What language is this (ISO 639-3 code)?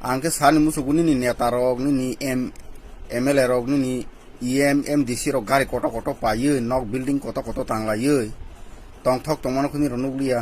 trp